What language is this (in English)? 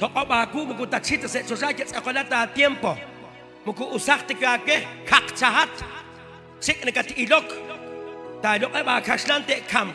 Kekchí